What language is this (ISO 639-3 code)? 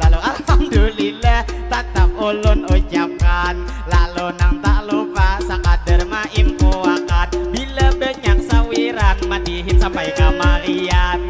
bjn